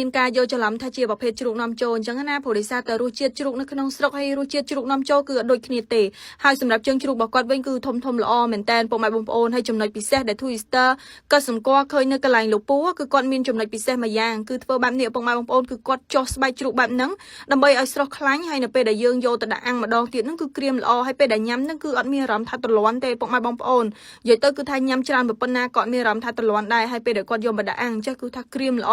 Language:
Khmer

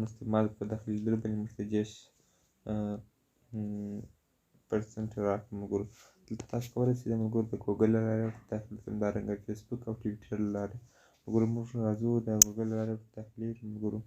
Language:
Pashto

